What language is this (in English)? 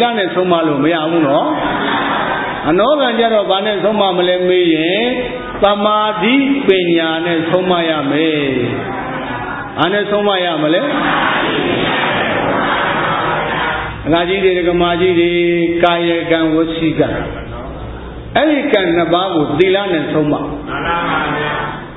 Burmese